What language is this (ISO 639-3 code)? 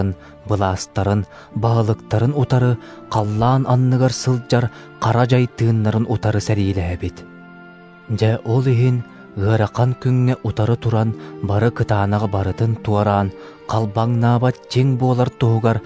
sah